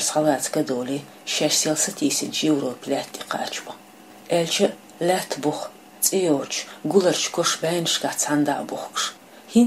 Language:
Chechen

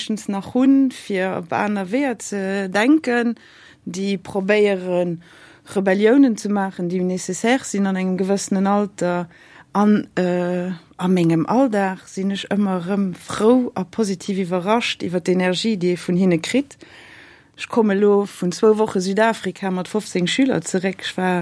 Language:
Luxembourgish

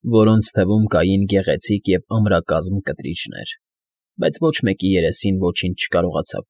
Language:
Armenian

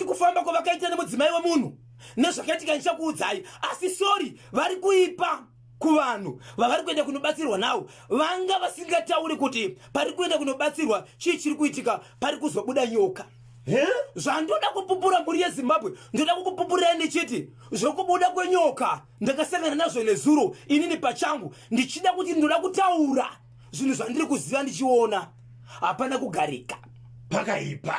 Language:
Shona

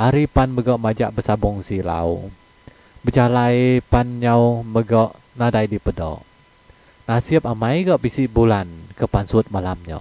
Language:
Iban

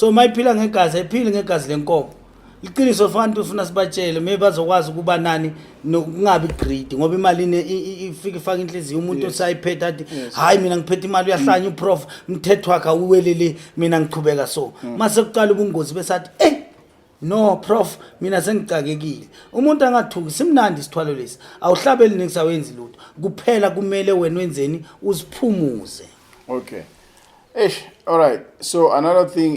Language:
Zulu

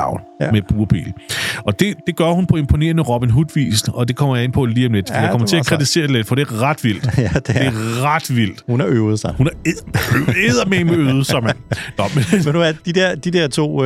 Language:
Danish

